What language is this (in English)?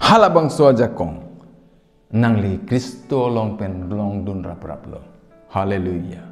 Karbi